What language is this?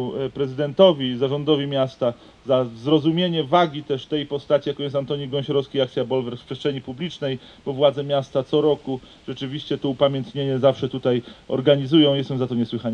Polish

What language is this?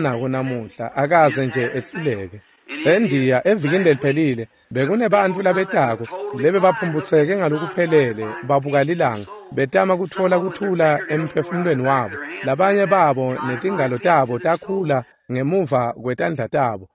Swati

